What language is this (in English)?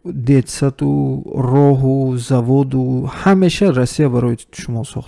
Tajik